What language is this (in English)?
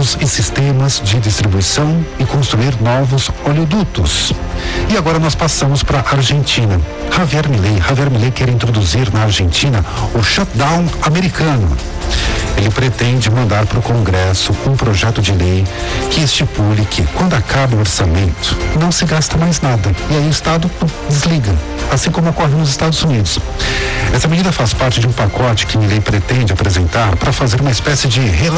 Portuguese